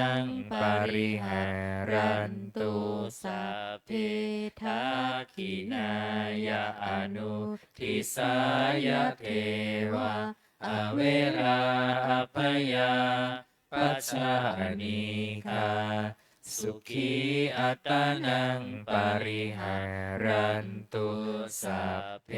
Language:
Pali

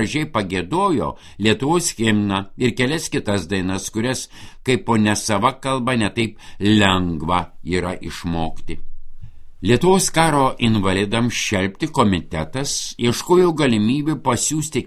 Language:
Lithuanian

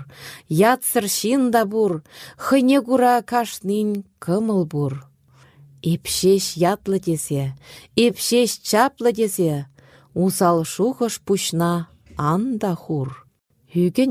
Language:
Chuvash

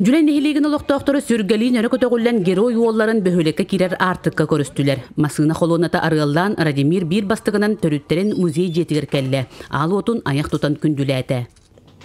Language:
Yakut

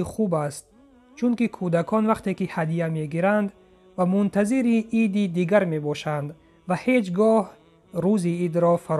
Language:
Tajik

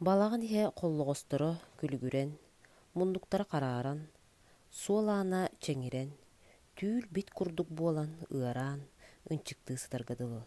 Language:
Yakut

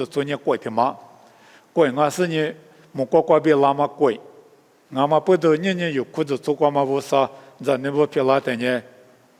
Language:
Lisu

